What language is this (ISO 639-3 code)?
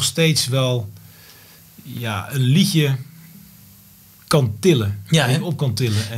nld